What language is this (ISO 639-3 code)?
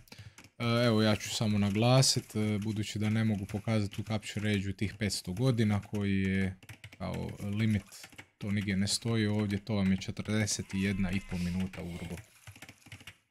hrv